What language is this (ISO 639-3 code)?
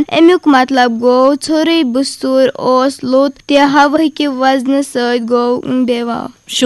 kas